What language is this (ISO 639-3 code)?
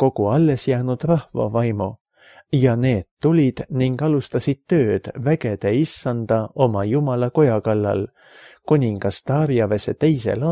est